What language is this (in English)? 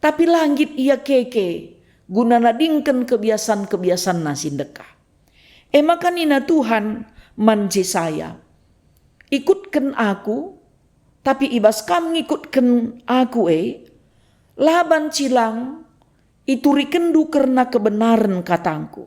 Batak Karo